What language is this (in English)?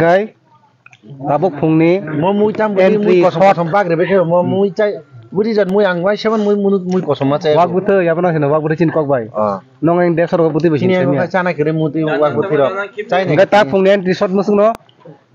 Kok Borok